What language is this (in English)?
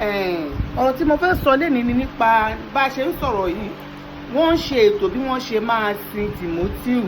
Yoruba